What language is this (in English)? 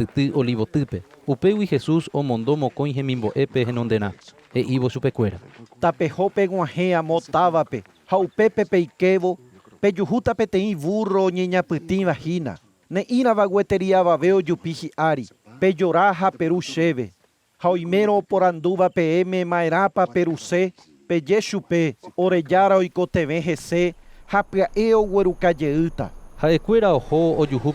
Guarani